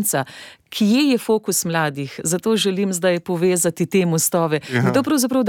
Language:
Slovenian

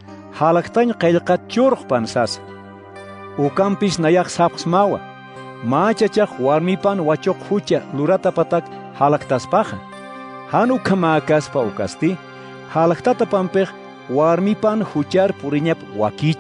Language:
Aymara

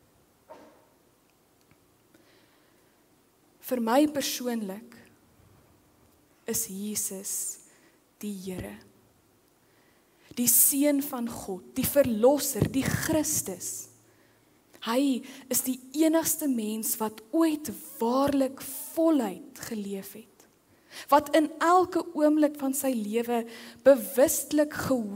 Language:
Afrikaans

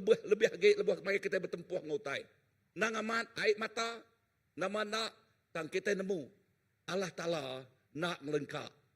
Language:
Iban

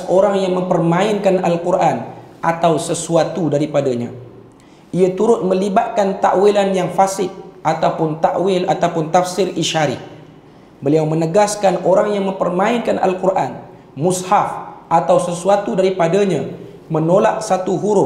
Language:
Malay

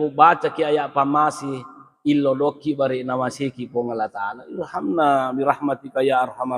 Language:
Buginese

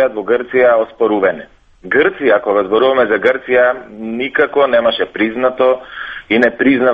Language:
Macedonian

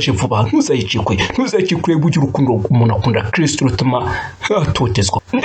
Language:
Kinyarwanda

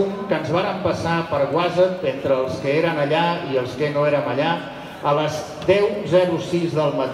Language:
Catalan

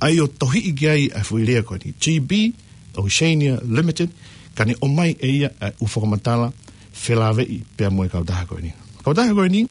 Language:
Tongan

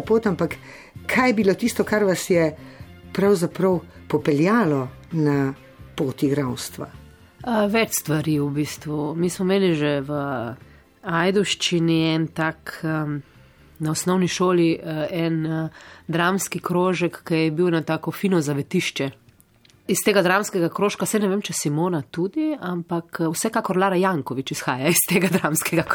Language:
Slovenian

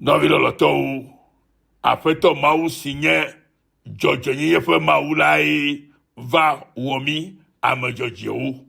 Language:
Ewe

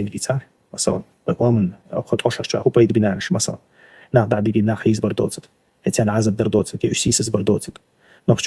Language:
Chechen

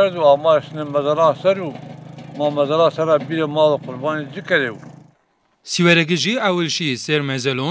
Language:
Zaza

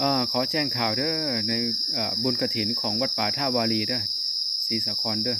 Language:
Northeastern Thai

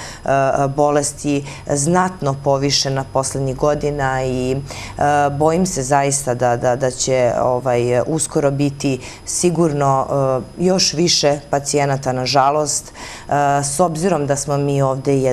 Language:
Serbian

